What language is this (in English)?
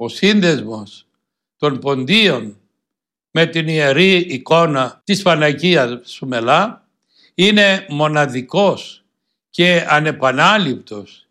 Greek